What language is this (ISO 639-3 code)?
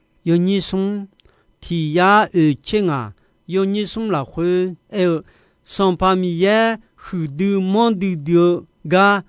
ahk